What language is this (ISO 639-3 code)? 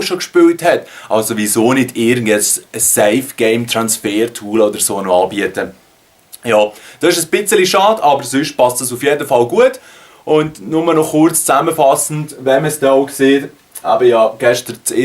gsw